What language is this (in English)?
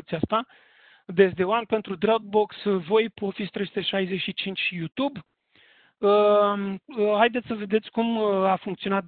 Romanian